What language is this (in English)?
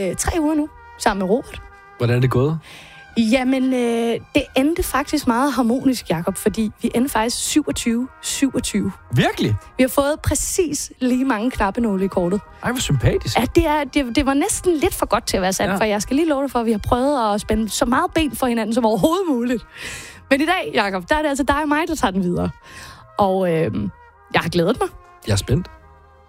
Danish